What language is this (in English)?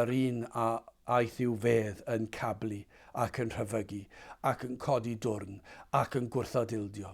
Welsh